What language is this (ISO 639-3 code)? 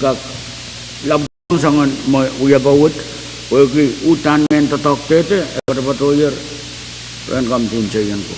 pon